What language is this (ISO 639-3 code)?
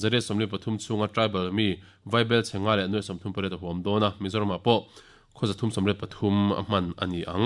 lus